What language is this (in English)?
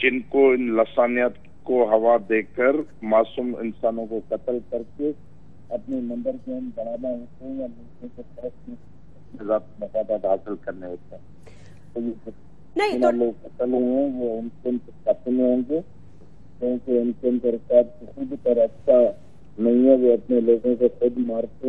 Urdu